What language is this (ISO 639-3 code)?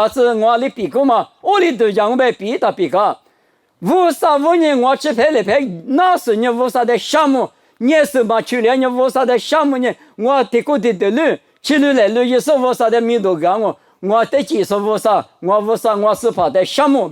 lis